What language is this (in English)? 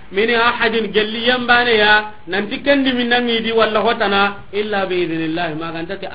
Soninke